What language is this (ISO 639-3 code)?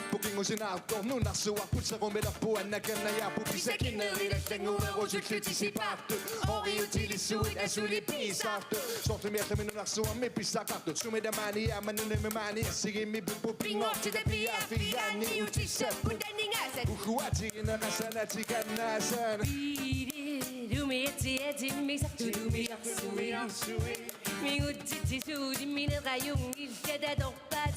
kal